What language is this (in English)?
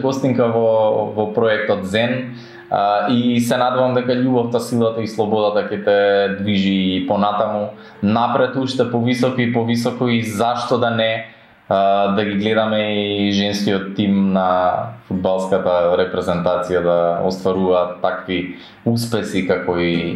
Macedonian